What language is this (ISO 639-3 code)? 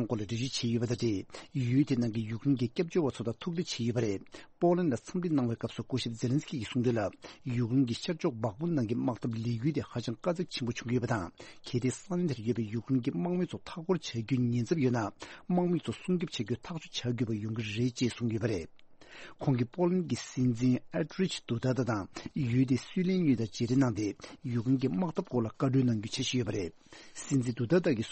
bod